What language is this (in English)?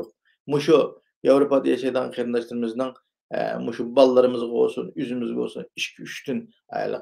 Uyghur